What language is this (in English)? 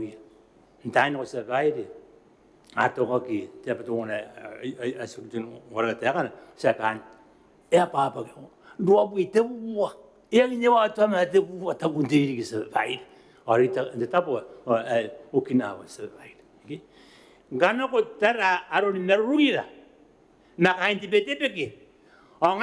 Gilbertese